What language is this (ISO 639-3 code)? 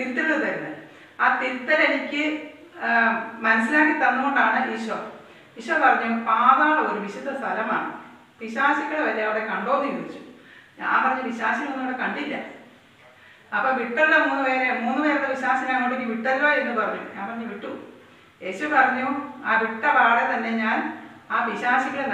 mal